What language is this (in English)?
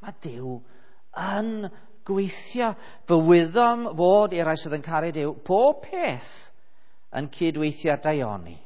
Welsh